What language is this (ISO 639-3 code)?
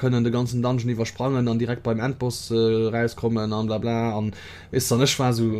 ltz